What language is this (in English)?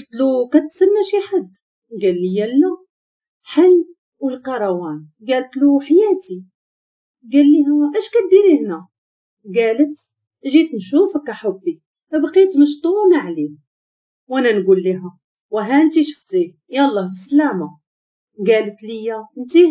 Moroccan Arabic